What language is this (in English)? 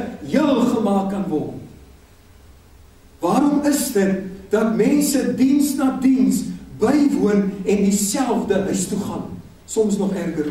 Afrikaans